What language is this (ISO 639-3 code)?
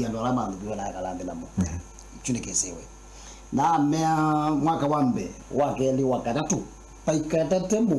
kam